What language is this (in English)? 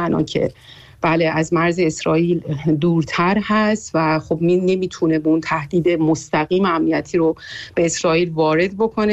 Persian